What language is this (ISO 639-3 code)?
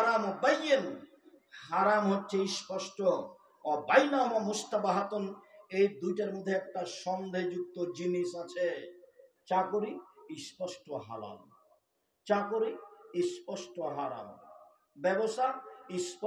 ben